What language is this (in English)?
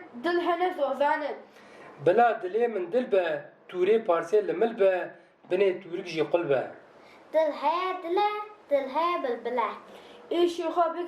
Kurdish